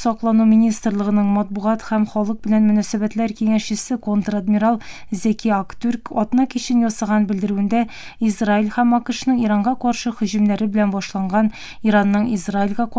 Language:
Tatar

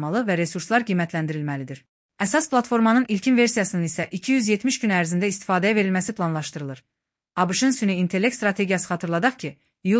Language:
Azerbaijani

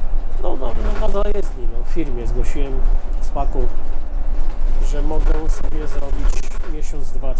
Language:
Polish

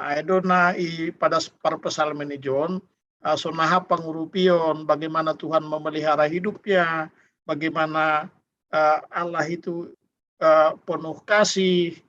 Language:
Batak Simalungun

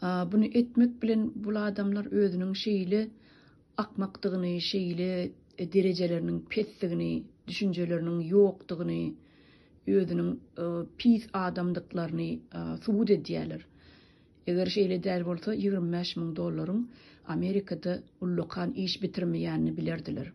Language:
Turkmen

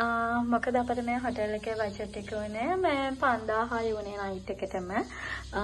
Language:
Sinhala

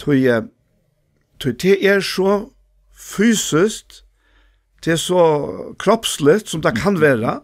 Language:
Faroese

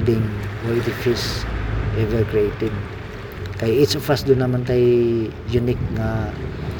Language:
Cebuano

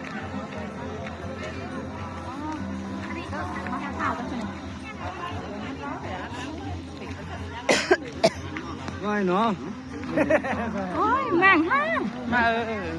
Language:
Manado Malay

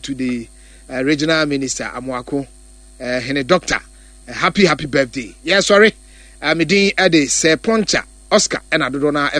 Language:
Akan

